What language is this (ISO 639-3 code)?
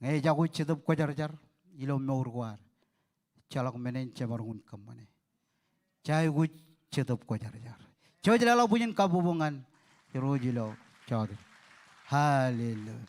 mah